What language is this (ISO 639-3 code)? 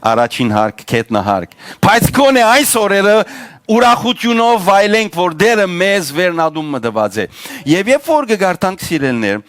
hyw